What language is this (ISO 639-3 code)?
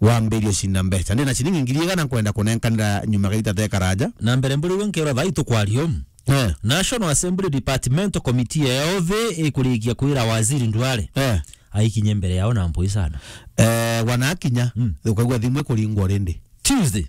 mer